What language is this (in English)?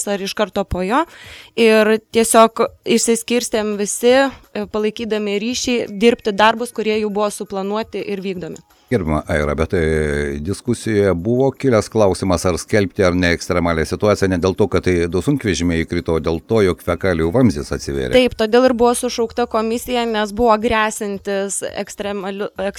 Lithuanian